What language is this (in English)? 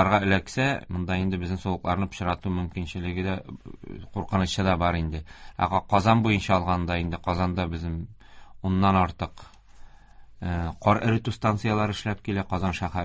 Tatar